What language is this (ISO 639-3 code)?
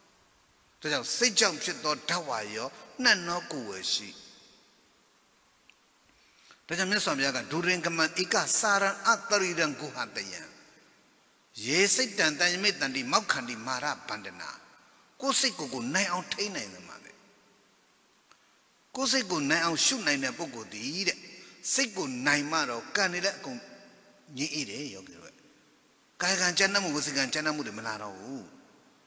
mya